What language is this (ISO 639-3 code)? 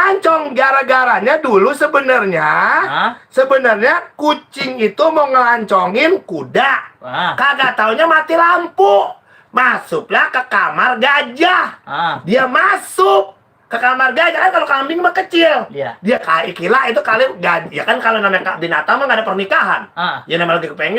bew